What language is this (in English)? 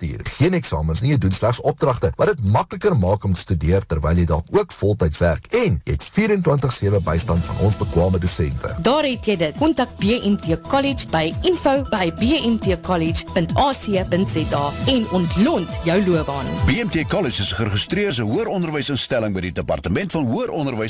Afrikaans